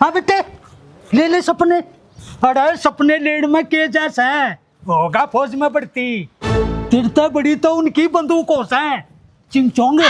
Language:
Haryanvi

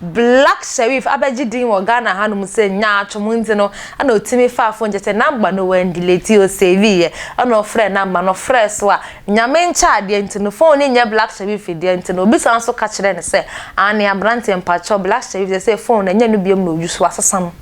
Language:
Akan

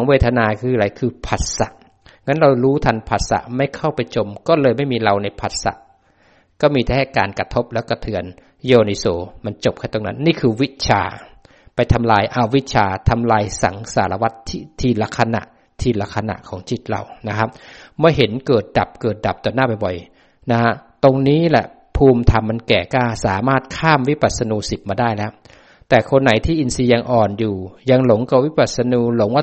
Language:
Thai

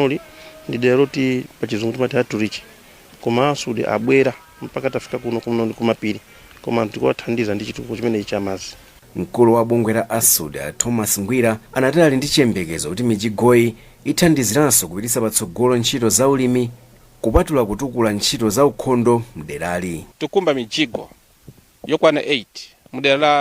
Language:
Nyanja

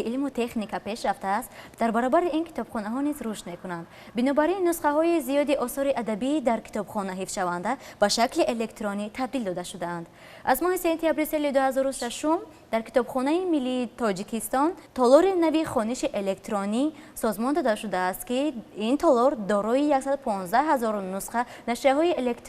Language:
Tajik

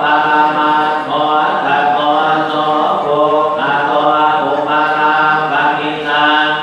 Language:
Pali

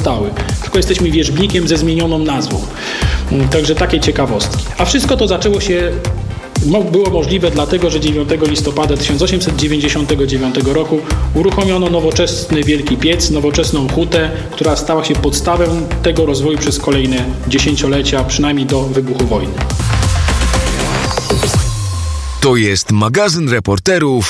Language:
Polish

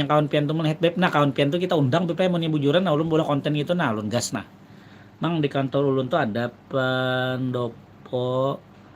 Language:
Banjar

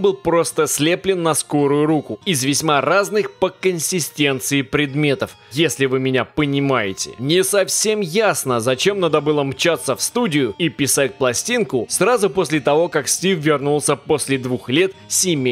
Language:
Russian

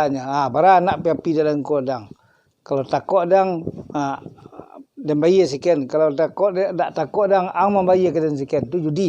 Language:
Minangkabau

